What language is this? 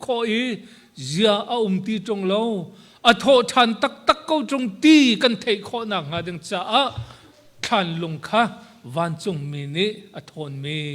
Hakha Chin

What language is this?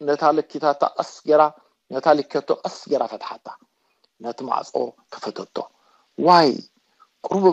Tigrinya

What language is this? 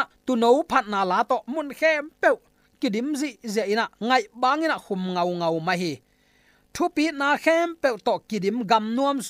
Tedim Chin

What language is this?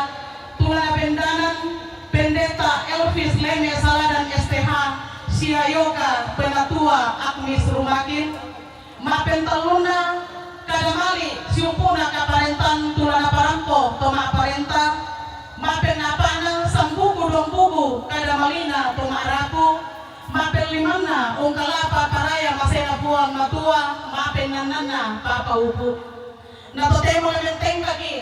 Toraja-Sa'dan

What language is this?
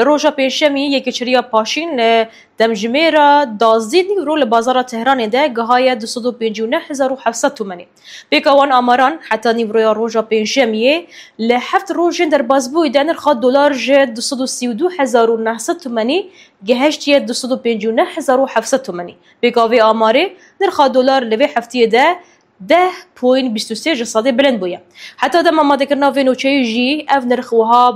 Kurdish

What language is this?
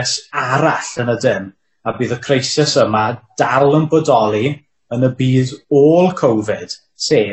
Welsh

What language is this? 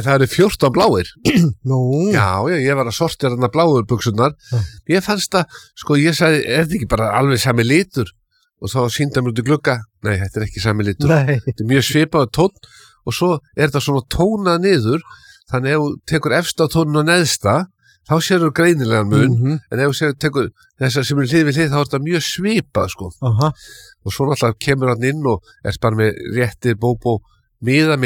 Icelandic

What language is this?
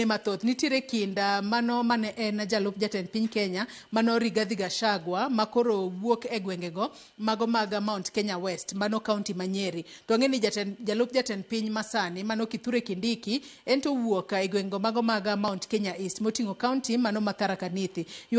Luo (Kenya and Tanzania)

